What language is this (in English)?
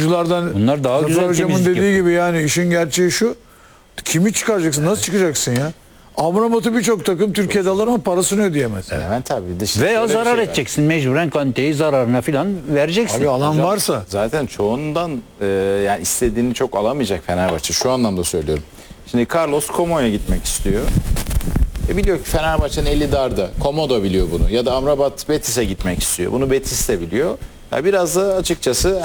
Turkish